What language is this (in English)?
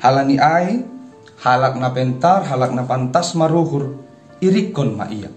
Batak Simalungun